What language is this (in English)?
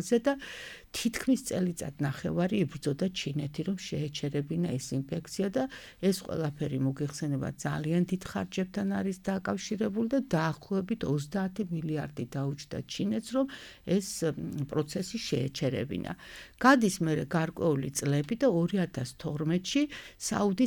Georgian